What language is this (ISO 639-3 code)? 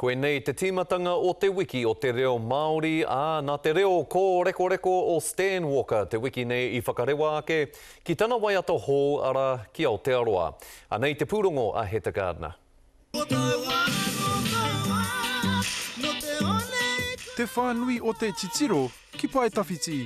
mri